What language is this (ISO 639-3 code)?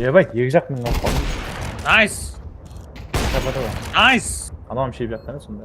kaa